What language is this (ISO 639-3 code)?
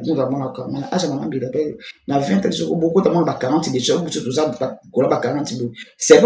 lin